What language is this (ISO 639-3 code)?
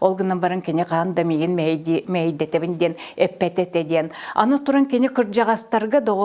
sah